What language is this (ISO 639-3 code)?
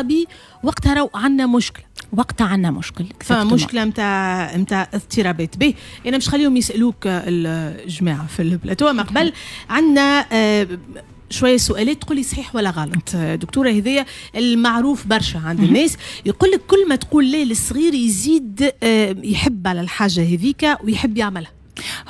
aeb